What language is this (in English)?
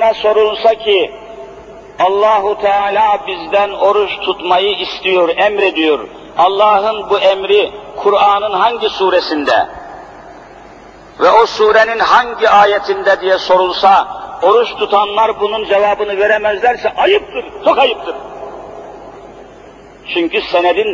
Turkish